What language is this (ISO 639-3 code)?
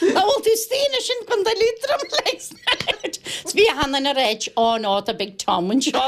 gle